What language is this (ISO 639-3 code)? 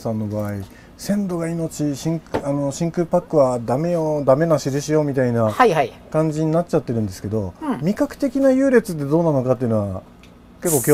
jpn